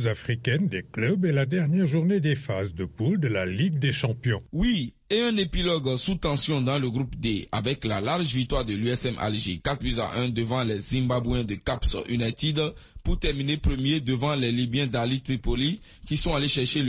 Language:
French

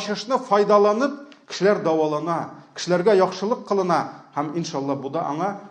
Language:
Tatar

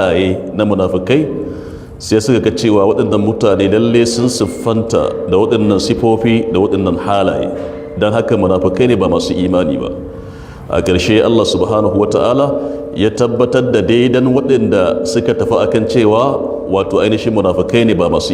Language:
Hausa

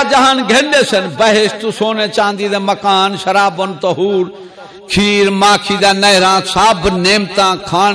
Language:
Saraiki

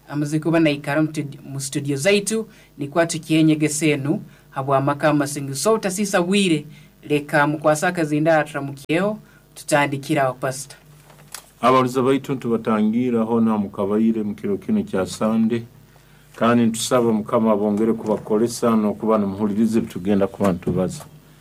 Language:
Nyoro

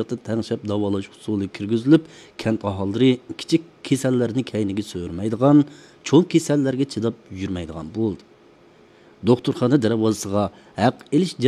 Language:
Uyghur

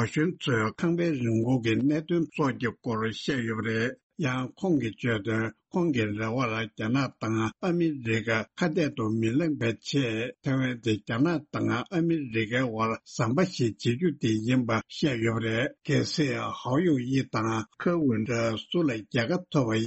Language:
Tibetan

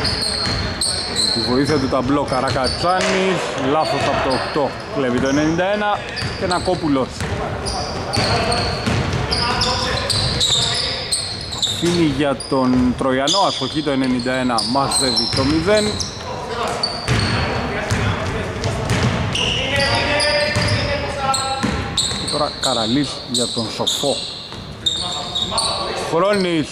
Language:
Greek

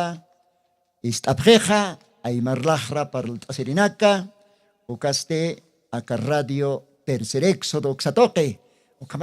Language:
Aymara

